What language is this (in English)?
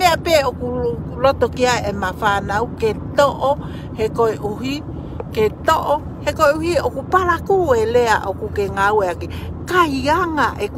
Tongan